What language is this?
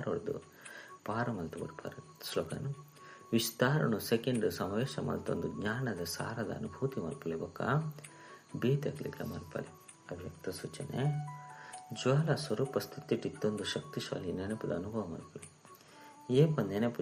Tulu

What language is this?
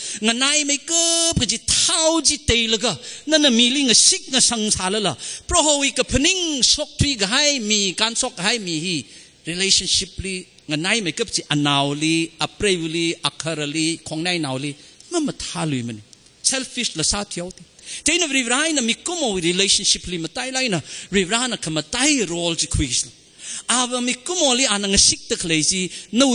Tangkhul Naga (India)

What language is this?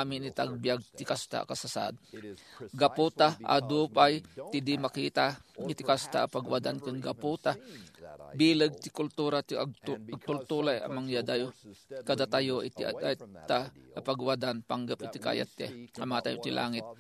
Iloko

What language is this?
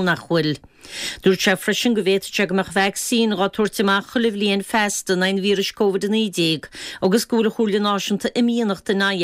Irish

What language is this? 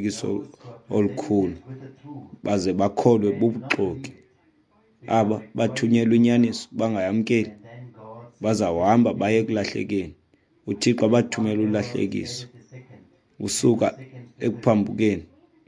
Xhosa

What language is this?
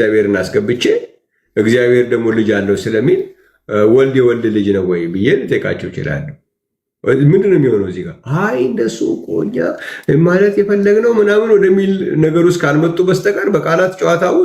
Amharic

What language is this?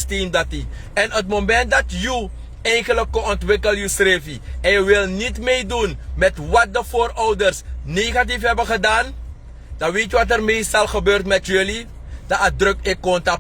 Sranan Tongo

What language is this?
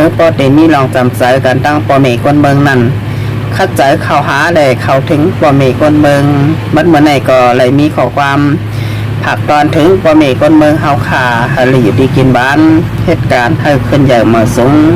Shan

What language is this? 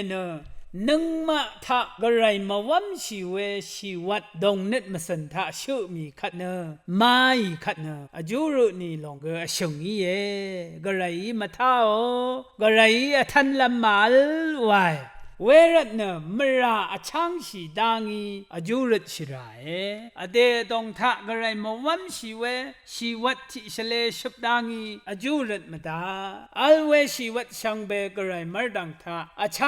Rawang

